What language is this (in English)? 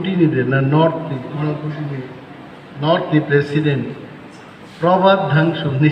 Kok Borok